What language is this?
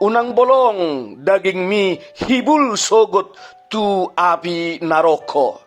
Batak Toba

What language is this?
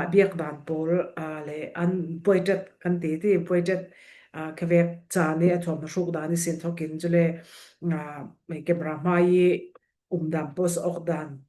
Falam Chin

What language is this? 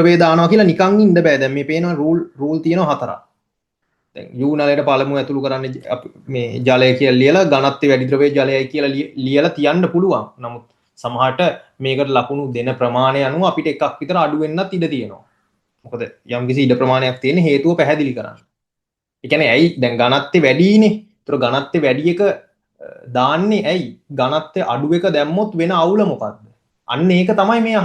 Sinhala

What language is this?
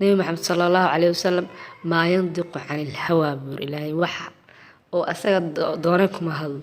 Somali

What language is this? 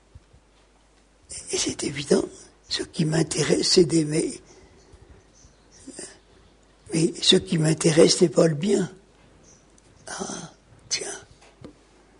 French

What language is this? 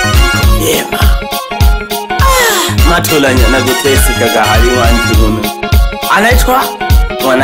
Swahili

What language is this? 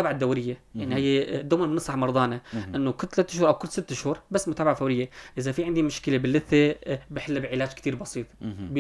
North Levantine Arabic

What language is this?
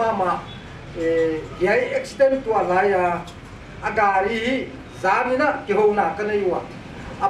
Paite Chin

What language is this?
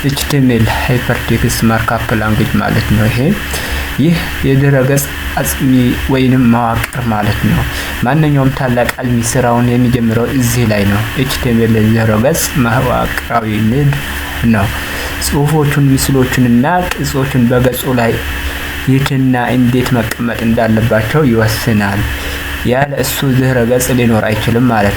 Amharic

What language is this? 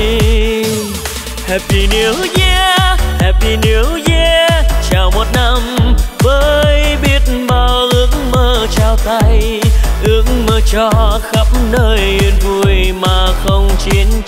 Vietnamese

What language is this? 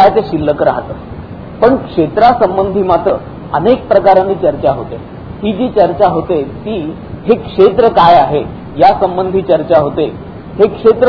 Marathi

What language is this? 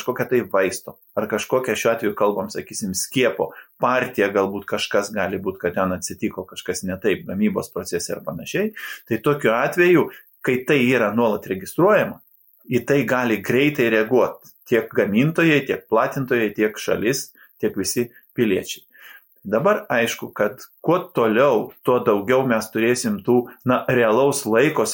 Lithuanian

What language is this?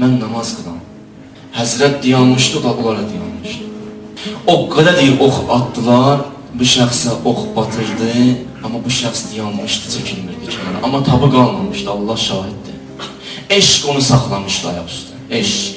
Azerbaijani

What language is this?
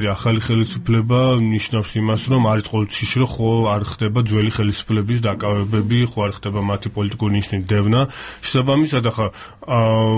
Georgian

